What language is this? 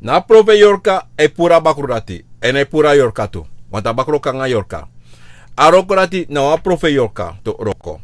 Sranan Tongo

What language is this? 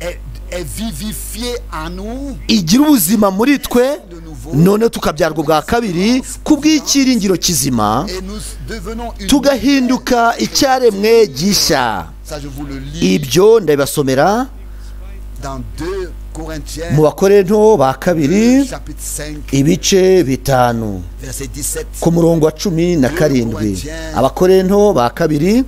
Kinyarwanda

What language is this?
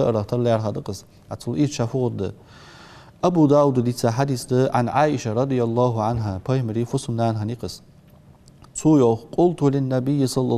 Ingush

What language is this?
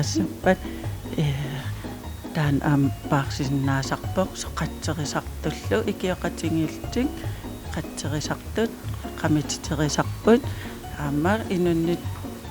Kalaallisut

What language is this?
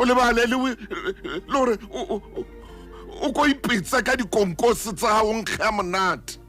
Southern Sotho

